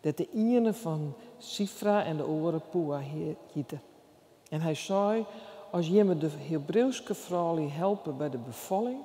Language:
Western Frisian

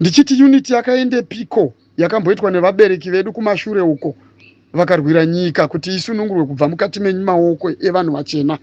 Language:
Shona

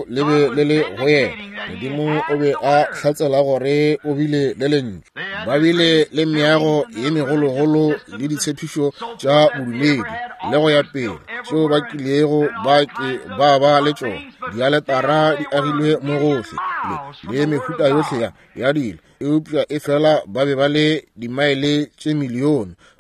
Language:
Northern Sotho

